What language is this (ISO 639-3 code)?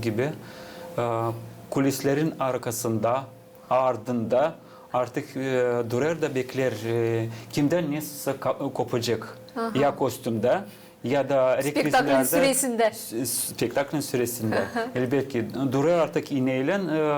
gag